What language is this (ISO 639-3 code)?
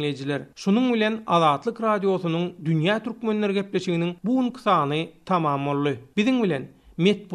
tuk